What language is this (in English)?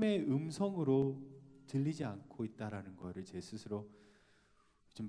Korean